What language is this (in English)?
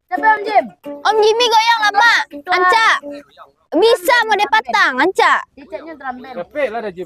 Minangkabau